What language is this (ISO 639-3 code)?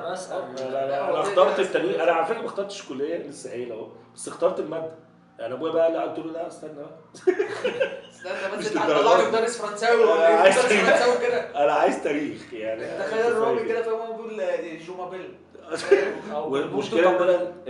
arz